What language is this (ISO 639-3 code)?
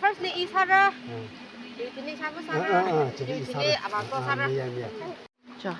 nmf